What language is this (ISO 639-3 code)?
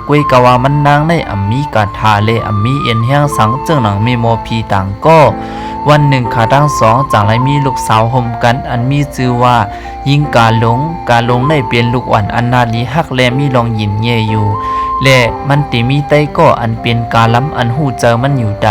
shn